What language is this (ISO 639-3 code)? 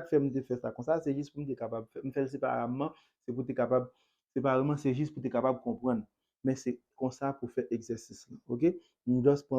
hat